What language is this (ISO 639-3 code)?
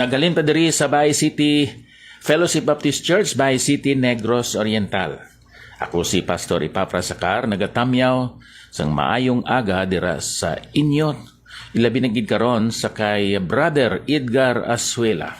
hil